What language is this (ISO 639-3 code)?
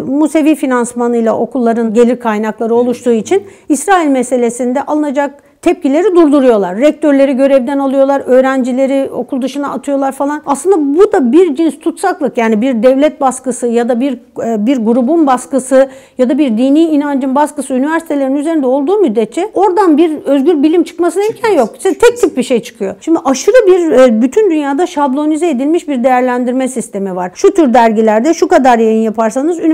tur